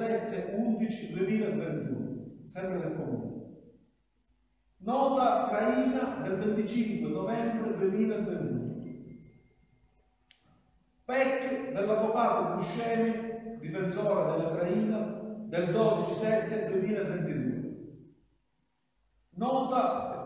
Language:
Italian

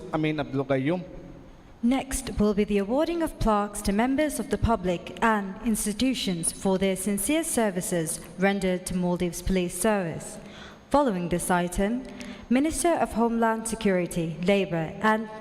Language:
Divehi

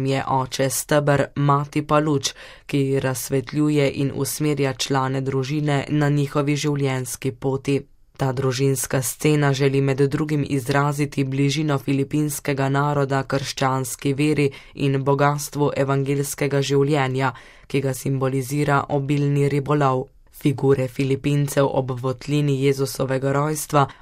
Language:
Slovenian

